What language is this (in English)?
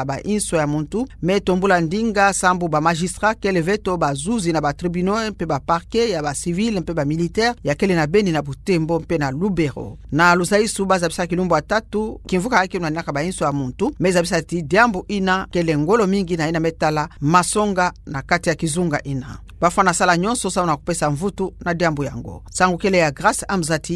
Kituba (Democratic Republic of Congo)